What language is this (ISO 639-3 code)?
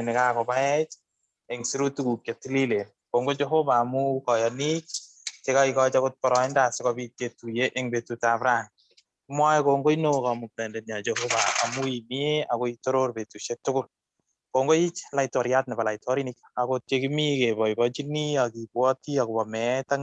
kln